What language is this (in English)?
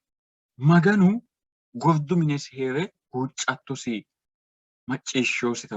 Sidamo